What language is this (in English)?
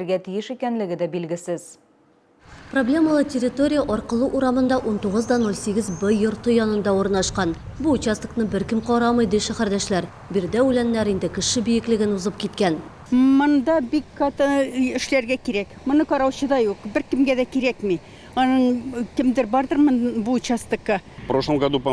Tatar